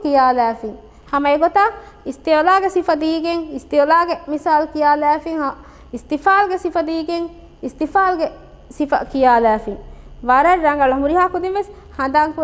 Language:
Divehi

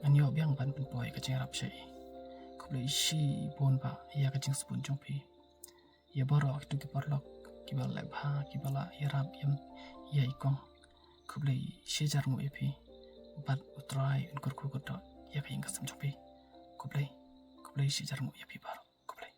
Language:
Khasi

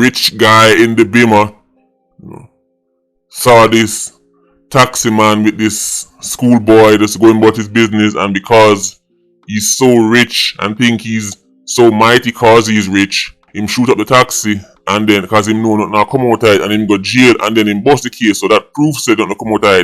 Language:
Jamaican Creole English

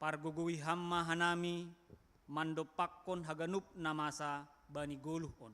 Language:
Batak Simalungun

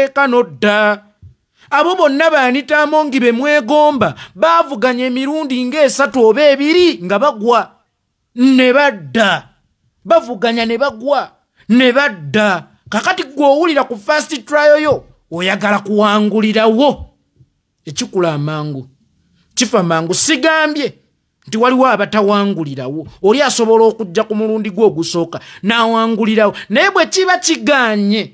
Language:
Ganda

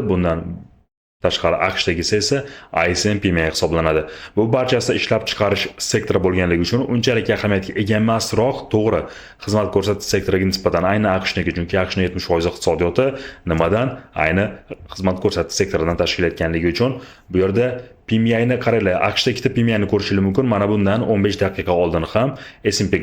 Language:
Uzbek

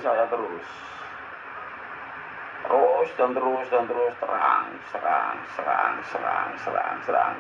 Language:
Indonesian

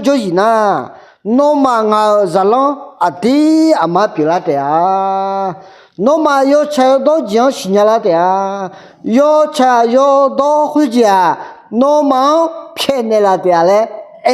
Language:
Akha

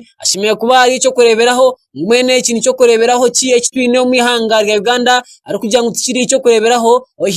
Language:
Nyankole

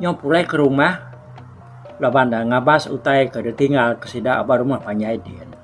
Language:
Iban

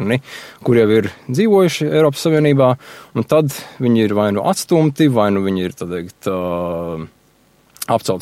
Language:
Latvian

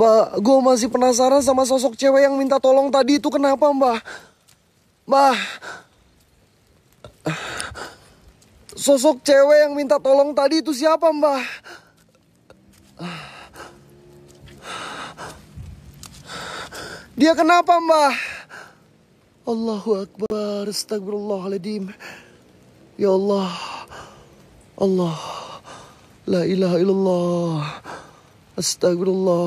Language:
Indonesian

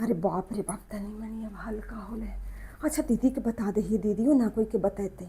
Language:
Magahi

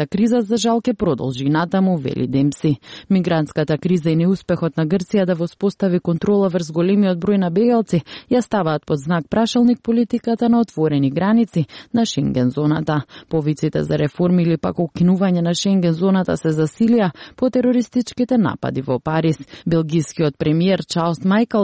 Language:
Macedonian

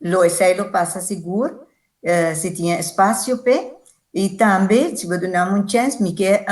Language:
Papiamento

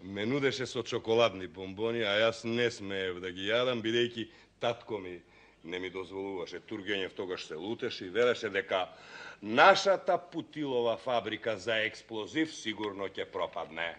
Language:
Macedonian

